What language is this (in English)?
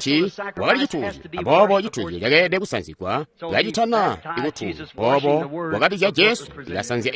Tonga (Zambia)